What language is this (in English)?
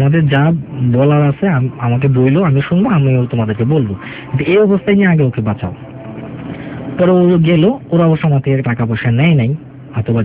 Bangla